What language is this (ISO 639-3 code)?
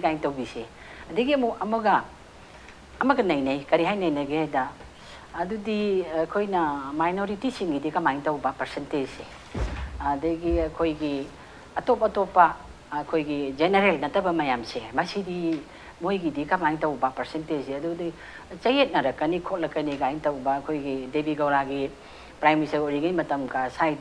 mni